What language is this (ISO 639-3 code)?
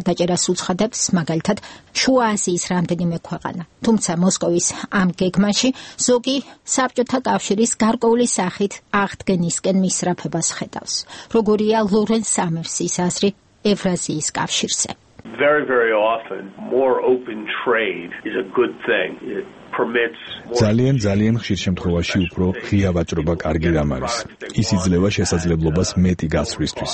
kat